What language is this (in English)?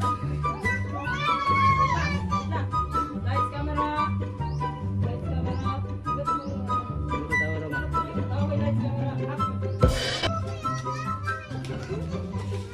Filipino